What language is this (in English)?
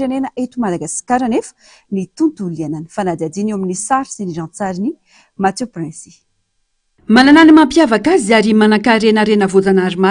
Malagasy